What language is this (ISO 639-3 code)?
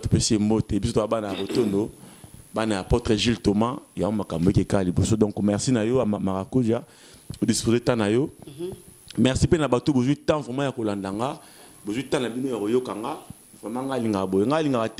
lin